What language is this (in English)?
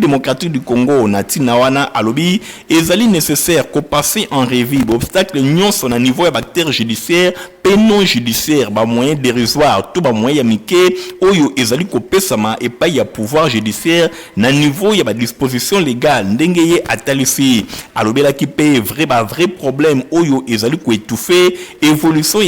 Lingala